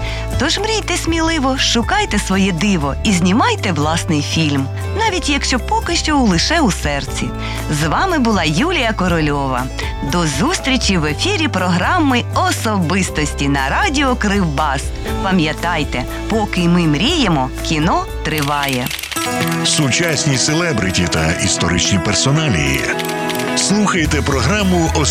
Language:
Ukrainian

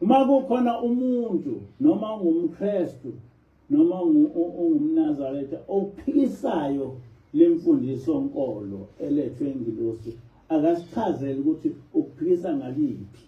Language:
Zulu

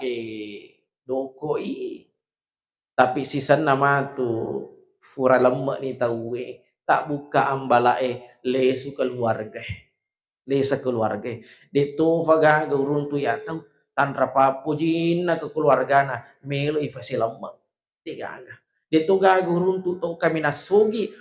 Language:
Buginese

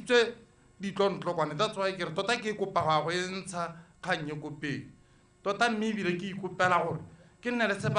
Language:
Tswana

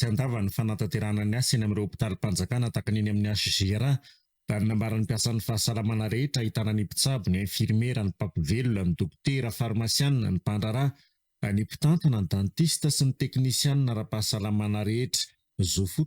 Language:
Malagasy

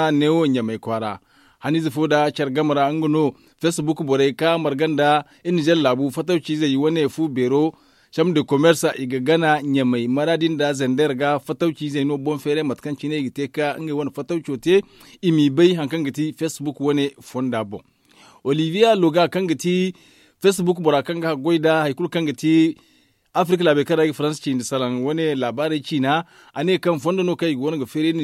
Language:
Zarma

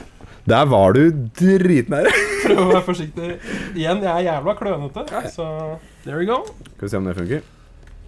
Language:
Norwegian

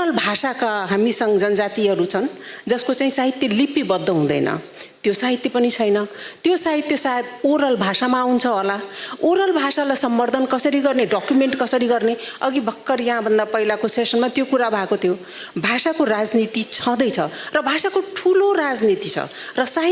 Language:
Nepali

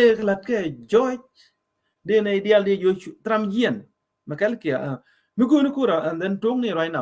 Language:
Nuer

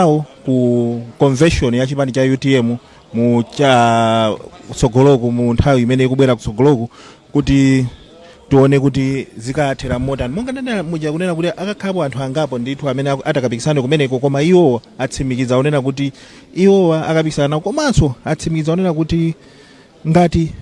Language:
Nyanja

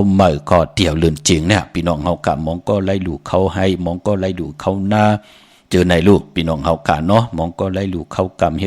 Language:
Shan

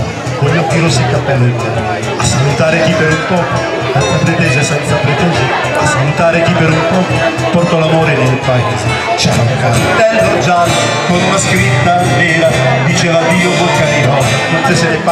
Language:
Italian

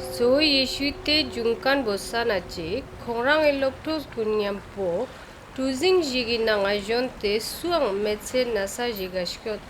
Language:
Ladakhi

